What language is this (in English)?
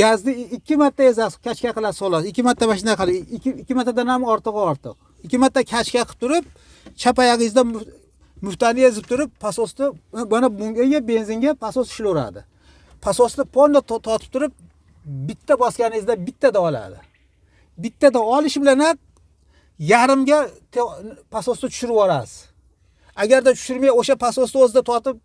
Uzbek